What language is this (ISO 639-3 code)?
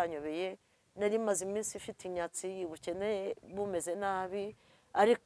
kin